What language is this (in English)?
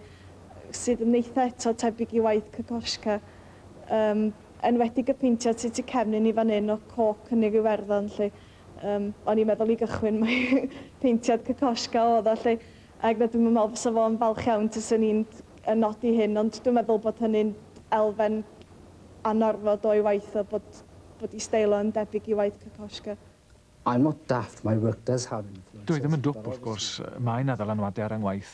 Welsh